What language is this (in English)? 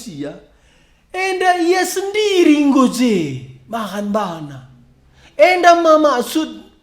Batak Karo